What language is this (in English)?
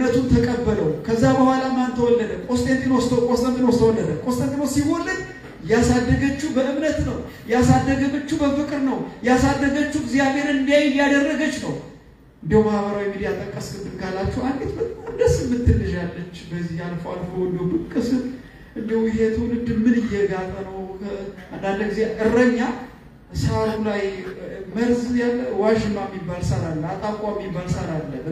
Amharic